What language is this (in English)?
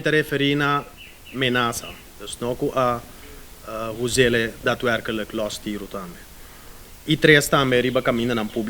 Papiamento